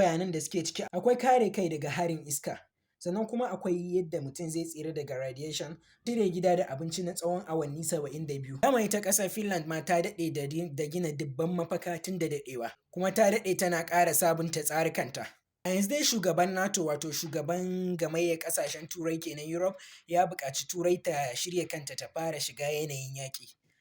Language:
Hausa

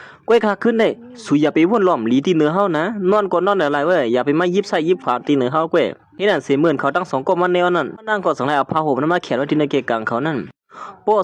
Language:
Shan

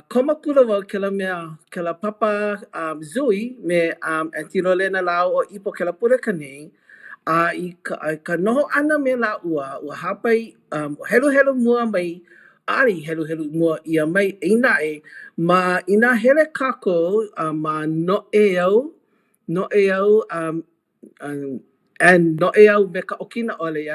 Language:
Hawaiian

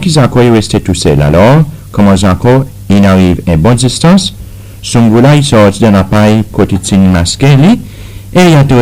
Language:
Seselwa Creole French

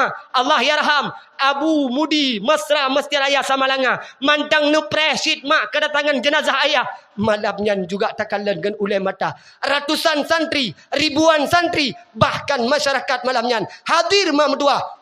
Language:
Achinese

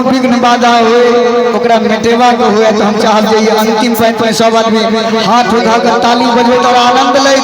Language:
Maithili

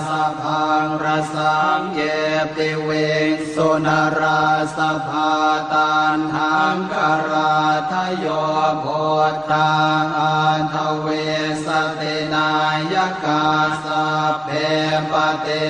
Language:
Pali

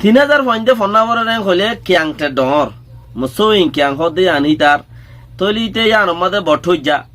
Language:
Rohingya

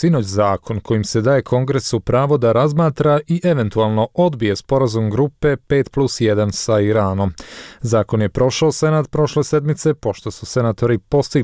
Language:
Bosnian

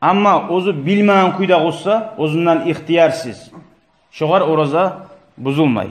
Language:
Kumyk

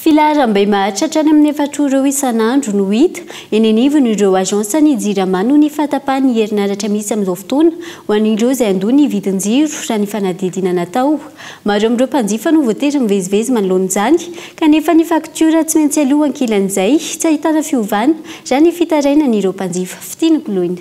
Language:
Malagasy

